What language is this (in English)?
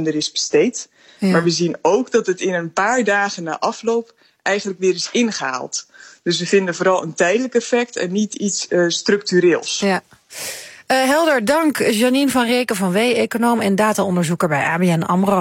Dutch